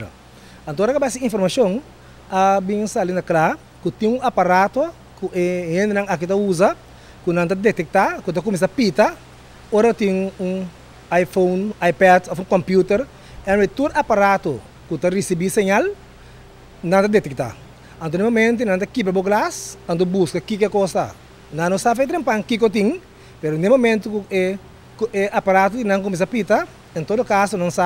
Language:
Papiamento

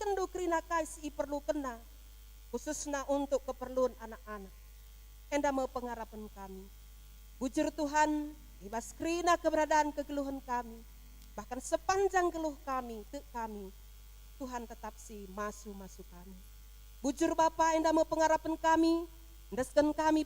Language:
Batak Karo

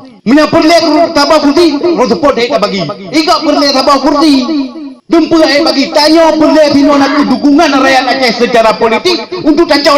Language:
Achinese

